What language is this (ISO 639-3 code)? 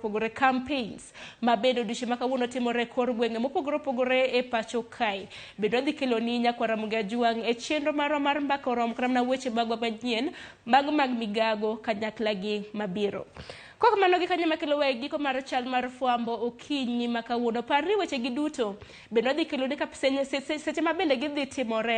luo